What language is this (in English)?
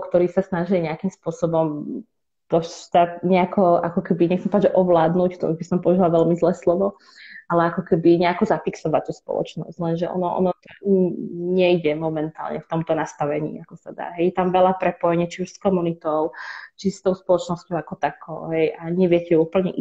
Slovak